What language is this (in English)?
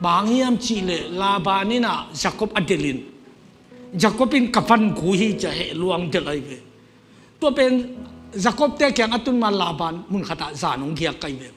Tedim Chin